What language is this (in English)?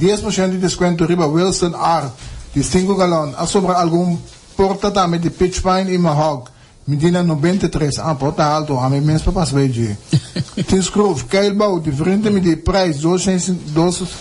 Papiamento